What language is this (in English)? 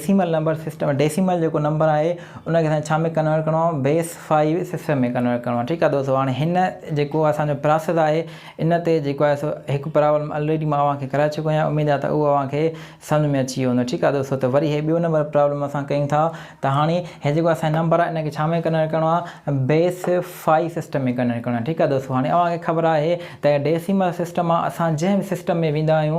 Sindhi